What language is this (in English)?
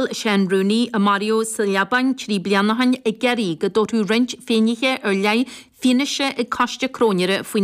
Irish